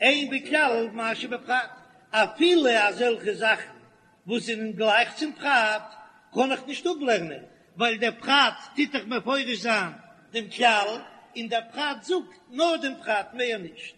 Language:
Yiddish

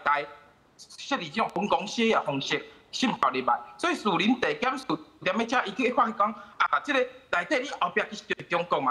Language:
Min Nan Chinese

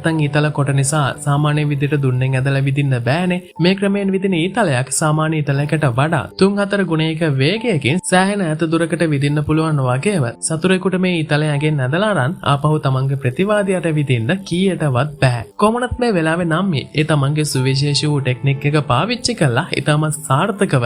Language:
Sinhala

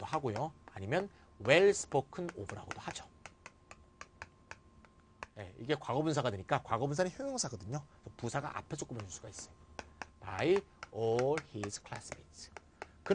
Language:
Korean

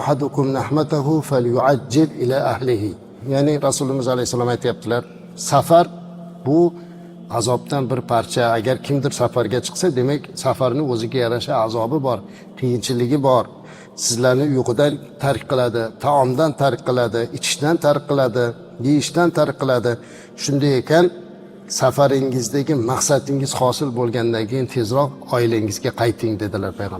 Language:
Uzbek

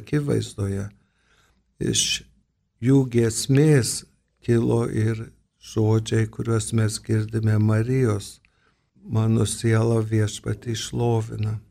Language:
Lithuanian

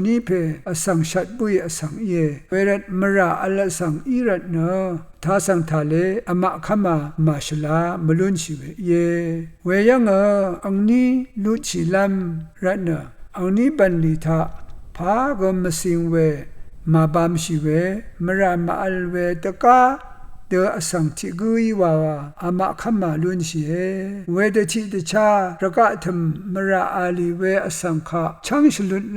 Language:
Rawang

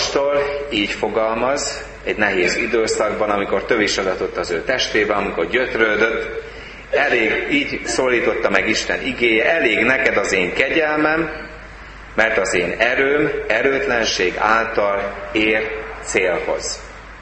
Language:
Hungarian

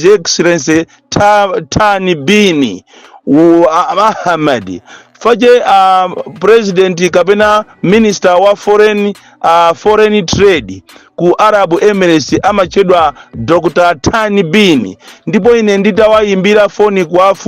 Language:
Nyanja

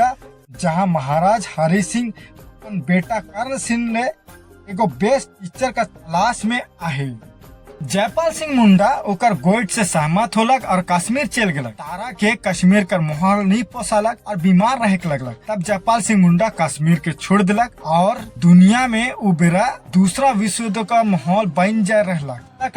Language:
Sadri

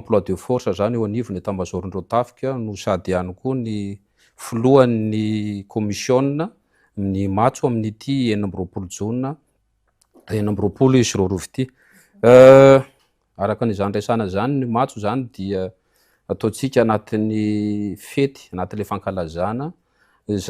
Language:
Malagasy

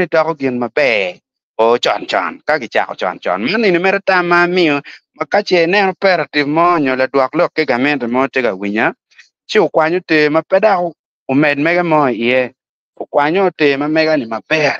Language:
Acoli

